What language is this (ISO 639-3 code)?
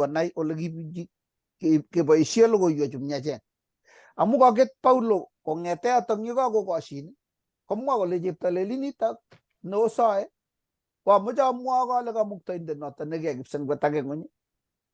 kln